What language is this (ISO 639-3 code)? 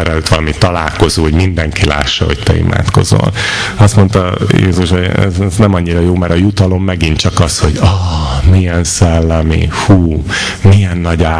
hun